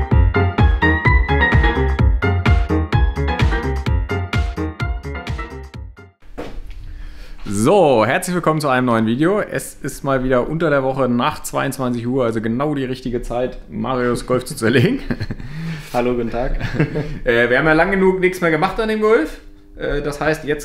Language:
German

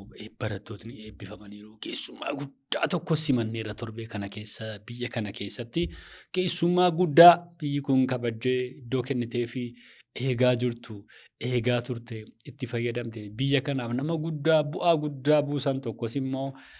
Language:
Oromo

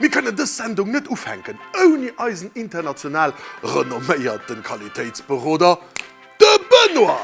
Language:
Luxembourgish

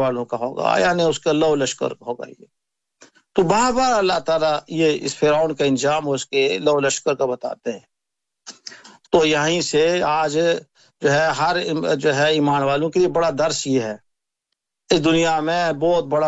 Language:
Urdu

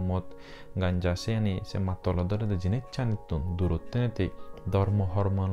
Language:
Chakma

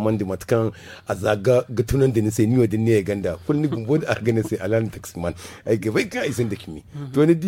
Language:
Zarma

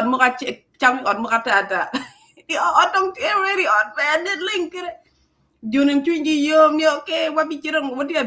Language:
Acoli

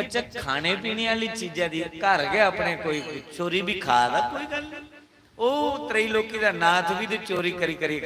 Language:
Dogri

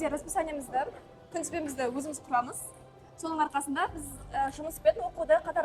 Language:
Kazakh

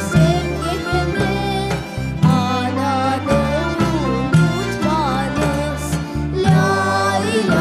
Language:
Crimean Tatar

